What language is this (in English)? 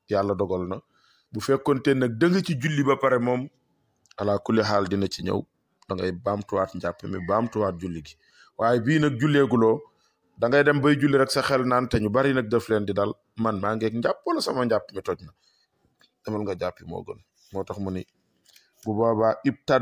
Wolof